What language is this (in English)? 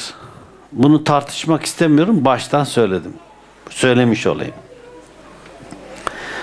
Turkish